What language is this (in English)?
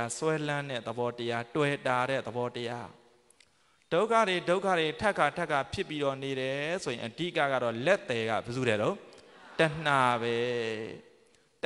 Burmese